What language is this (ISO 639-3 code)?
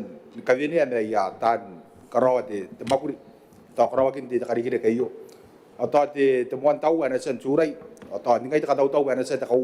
gil